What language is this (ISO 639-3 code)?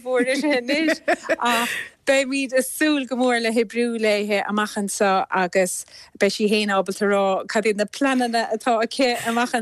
gle